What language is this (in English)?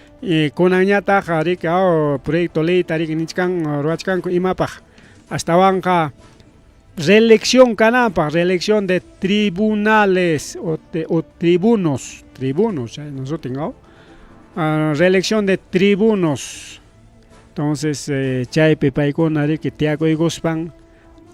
Ayacucho Quechua